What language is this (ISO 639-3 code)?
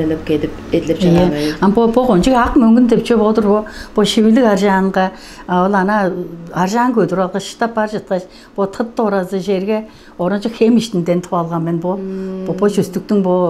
tyv